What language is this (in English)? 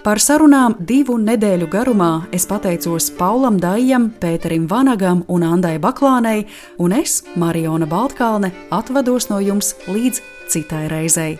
Latvian